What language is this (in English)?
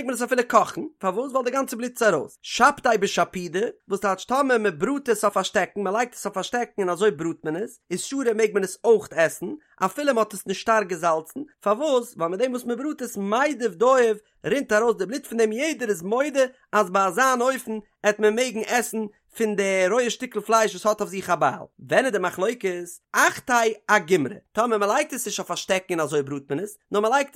Yiddish